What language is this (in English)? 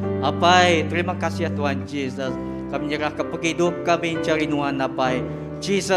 Iban